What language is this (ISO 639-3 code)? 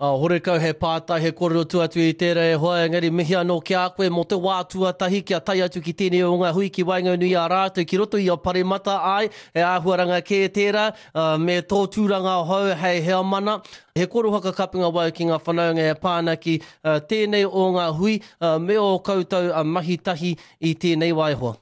mri